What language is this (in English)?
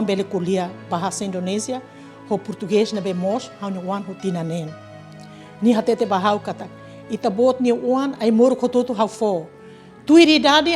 Tetum